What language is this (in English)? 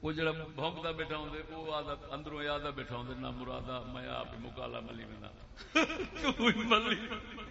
Saraiki